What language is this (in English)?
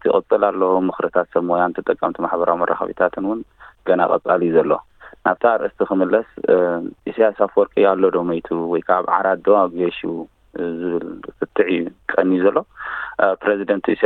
Tigrinya